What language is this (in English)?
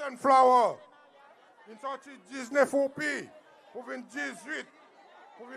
Seselwa Creole French